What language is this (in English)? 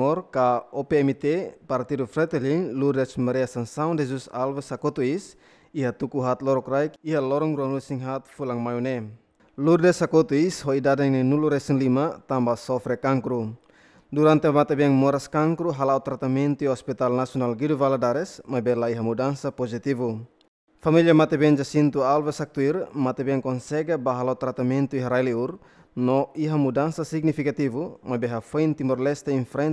Tetum